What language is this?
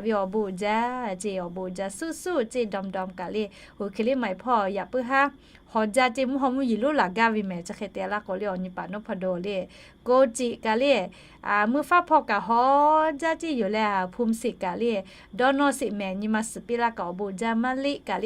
Lahu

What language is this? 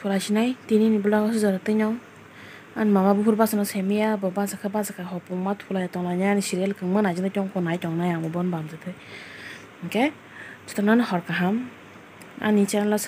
Kok Borok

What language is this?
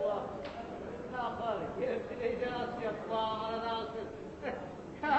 Kumyk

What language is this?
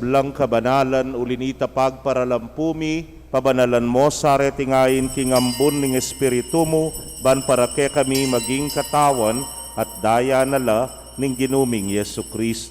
Pampanga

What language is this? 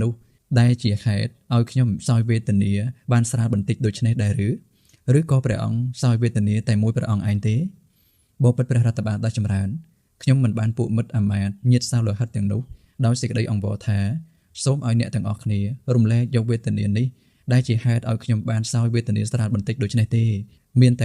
Khmer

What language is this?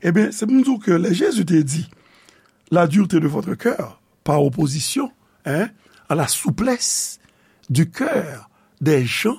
Haitian Creole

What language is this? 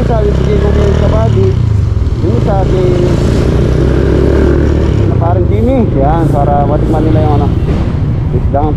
Filipino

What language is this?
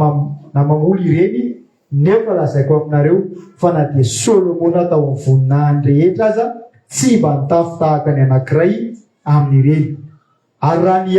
Malagasy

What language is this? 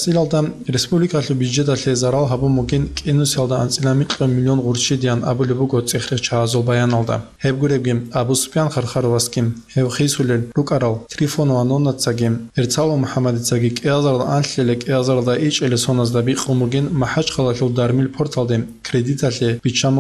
Avaric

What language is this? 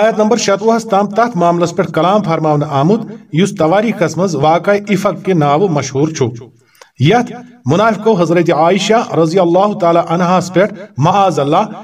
Kashmiri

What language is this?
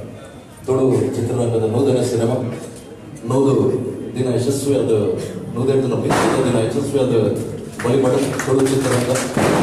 Tulu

